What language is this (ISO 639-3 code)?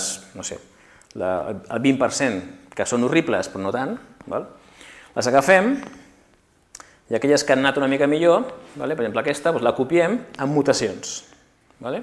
cat